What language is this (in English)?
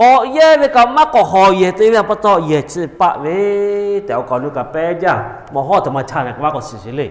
Lahu